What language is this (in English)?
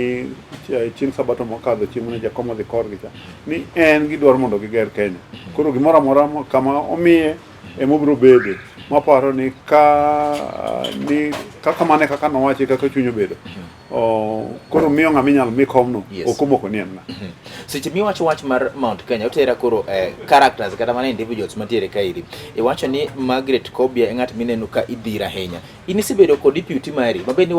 Luo (Kenya and Tanzania)